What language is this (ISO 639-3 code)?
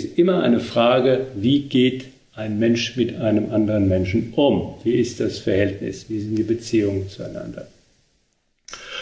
deu